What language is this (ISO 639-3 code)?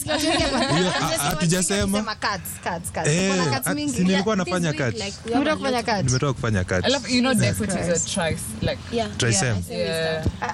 swa